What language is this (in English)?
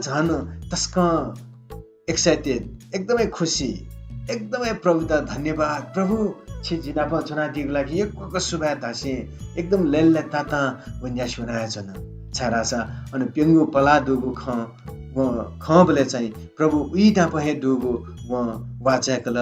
Newari